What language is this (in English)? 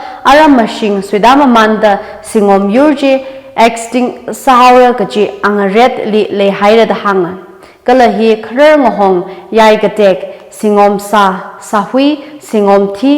Tangkhul Naga (India)